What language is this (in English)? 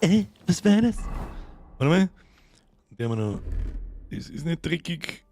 Bavarian